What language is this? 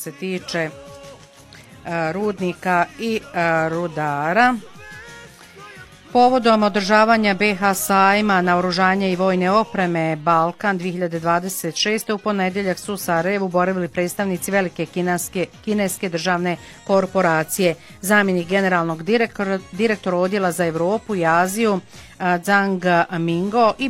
Bosnian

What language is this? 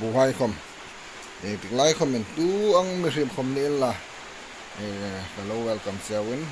Hmar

